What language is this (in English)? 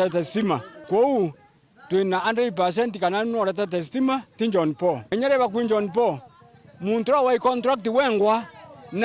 Meru